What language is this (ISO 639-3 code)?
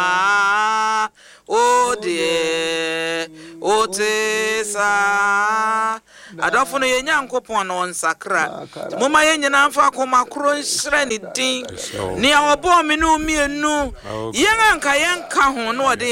aka